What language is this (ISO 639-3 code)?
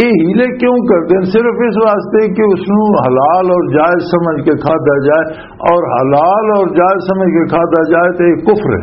lah